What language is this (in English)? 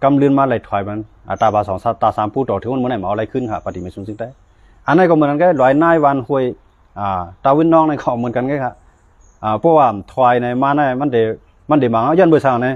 Shan